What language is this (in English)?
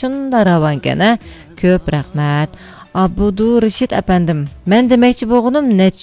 Uyghur